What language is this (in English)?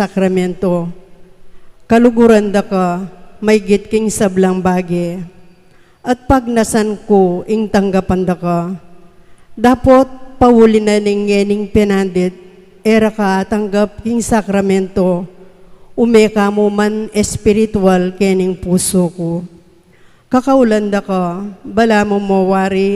Pampanga